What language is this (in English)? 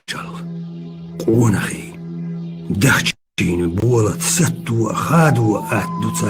Chechen